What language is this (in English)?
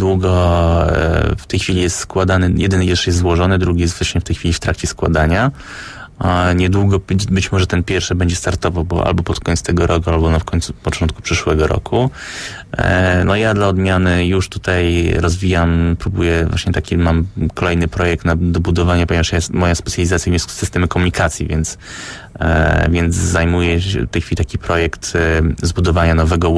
Polish